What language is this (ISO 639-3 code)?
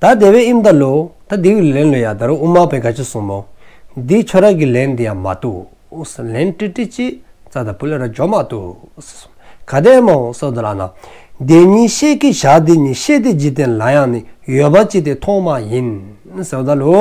dzo